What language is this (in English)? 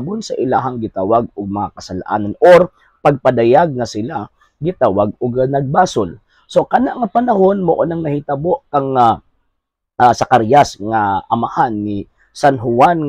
Cebuano